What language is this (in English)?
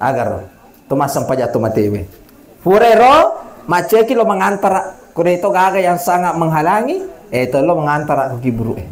Buginese